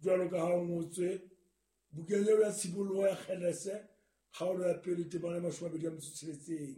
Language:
Southern Sotho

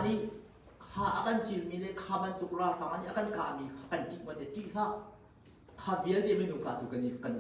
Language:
Hakha Chin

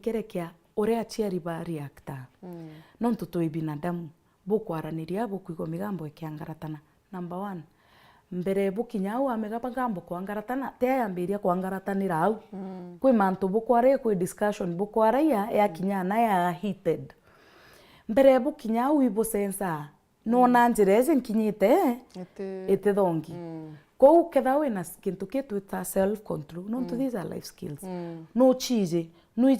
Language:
Meru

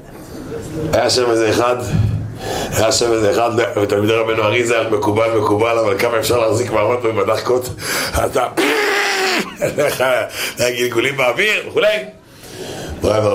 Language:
Hebrew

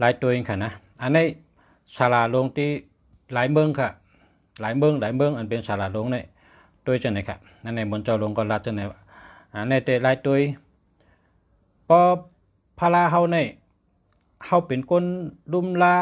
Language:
Shan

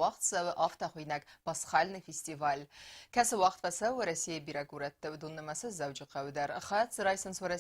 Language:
Ossetic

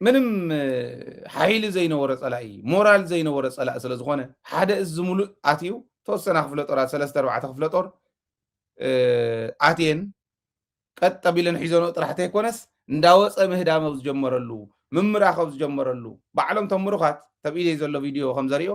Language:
Tigrinya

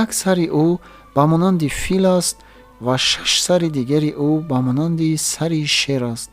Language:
Tajik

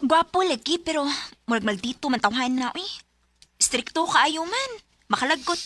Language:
Cebuano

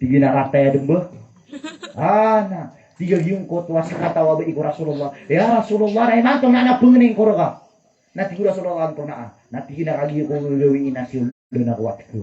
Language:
Maranao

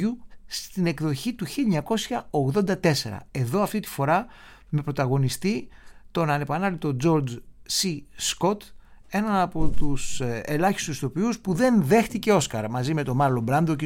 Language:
Greek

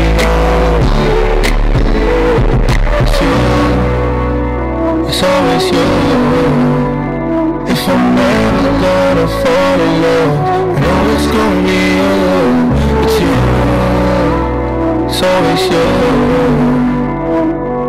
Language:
English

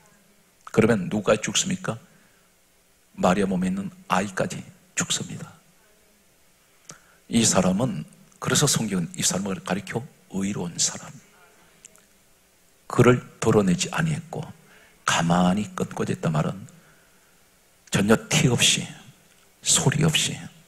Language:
Korean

